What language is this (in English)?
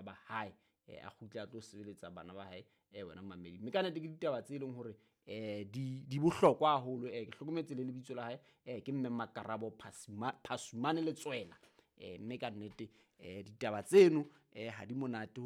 Southern Sotho